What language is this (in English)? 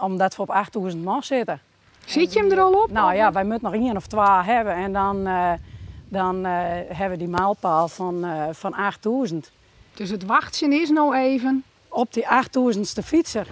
Western Frisian